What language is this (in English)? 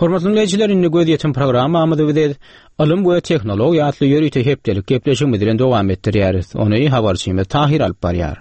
Turkmen